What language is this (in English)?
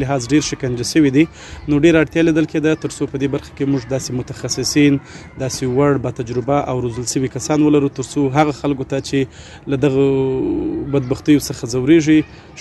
Pashto